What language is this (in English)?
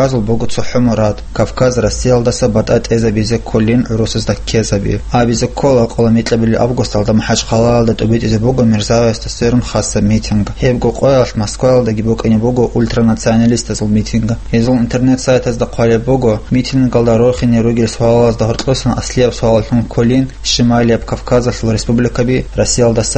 Avaric